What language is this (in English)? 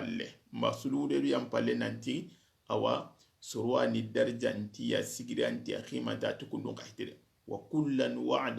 Soninke